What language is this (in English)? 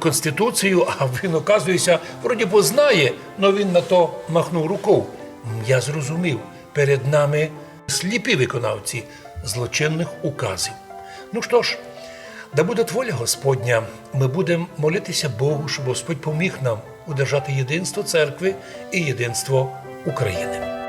Rusyn